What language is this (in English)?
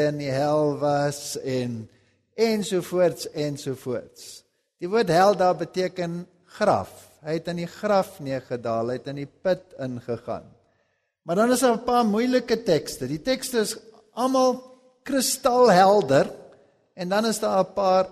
Afrikaans